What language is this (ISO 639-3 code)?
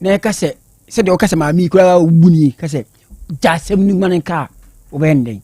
aka